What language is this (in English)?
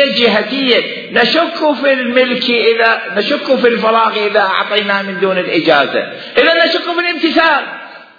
Mesopotamian Arabic